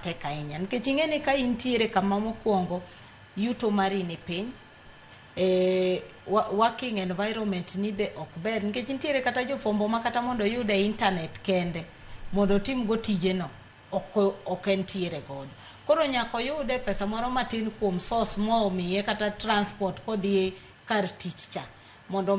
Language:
Luo (Kenya and Tanzania)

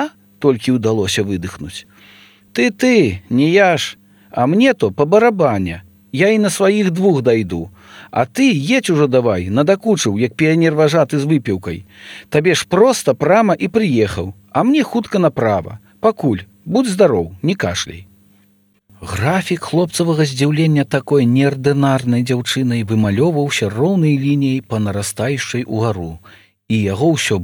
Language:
Belarusian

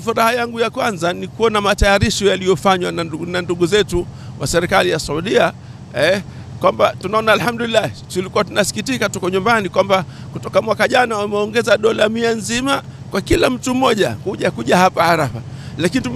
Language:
Swahili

